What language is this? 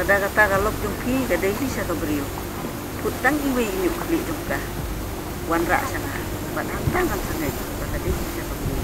Khasi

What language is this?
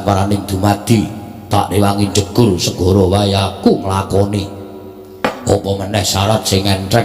Javanese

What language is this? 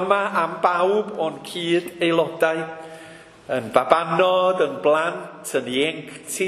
Welsh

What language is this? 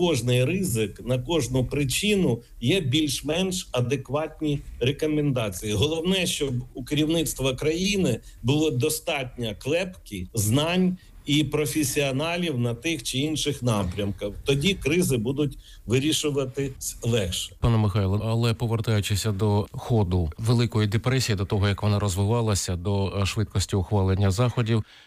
Ukrainian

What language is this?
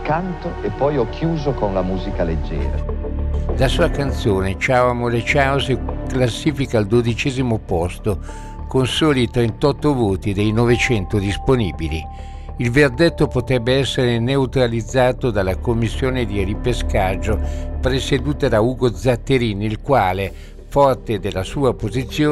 Italian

